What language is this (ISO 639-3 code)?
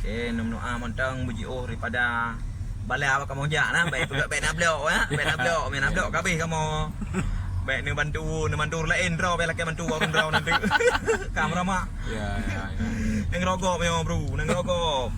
ace